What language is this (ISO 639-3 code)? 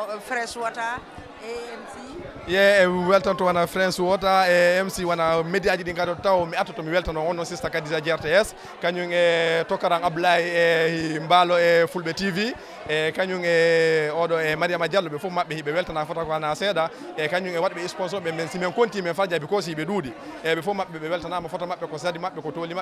ful